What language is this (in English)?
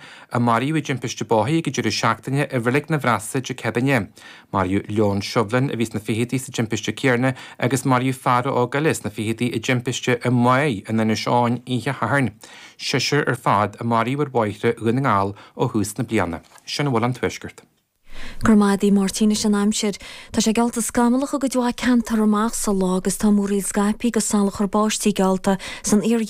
Irish